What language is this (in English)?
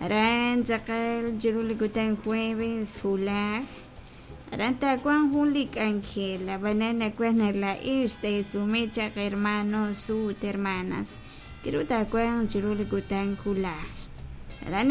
Kekchí